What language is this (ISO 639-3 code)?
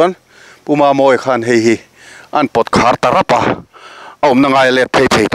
lus